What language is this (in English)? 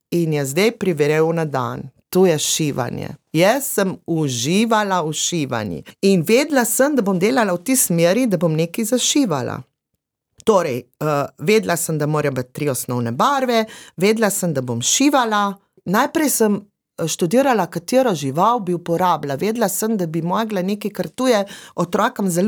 Slovenian